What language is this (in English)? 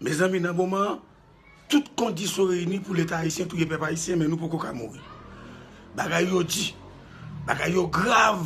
Haitian Creole